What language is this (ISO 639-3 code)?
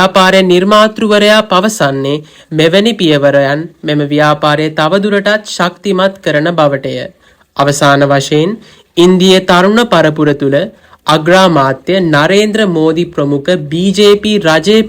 sin